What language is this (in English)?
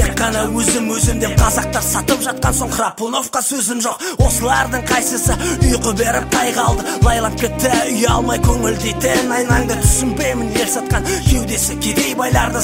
Kazakh